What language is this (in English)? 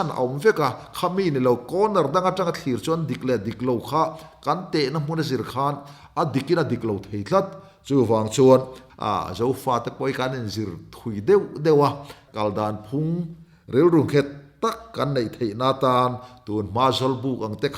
Mizo